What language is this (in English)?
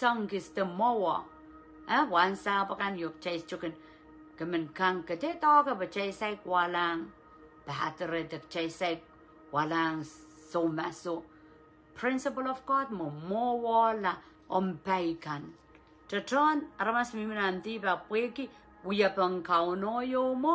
Pohnpeian